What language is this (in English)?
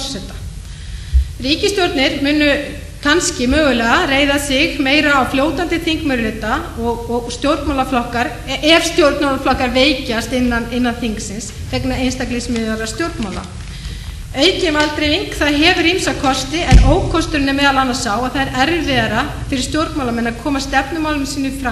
Icelandic